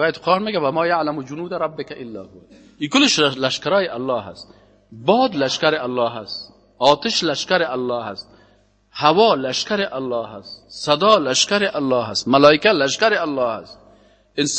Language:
Persian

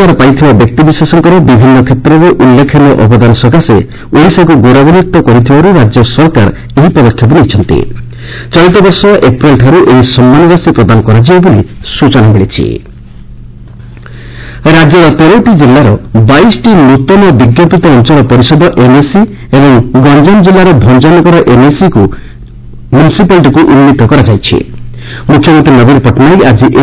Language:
Odia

